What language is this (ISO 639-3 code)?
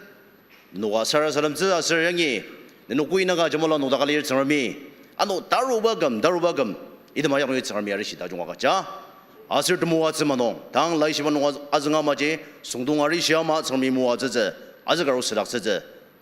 njo